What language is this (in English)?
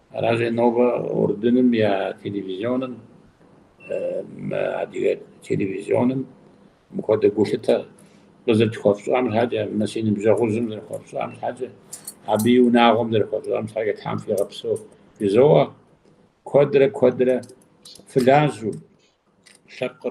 Kabardian